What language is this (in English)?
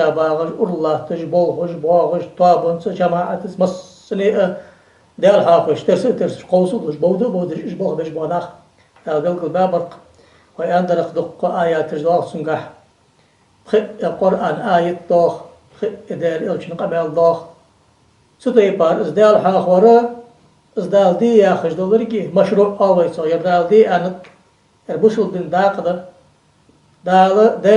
Ingush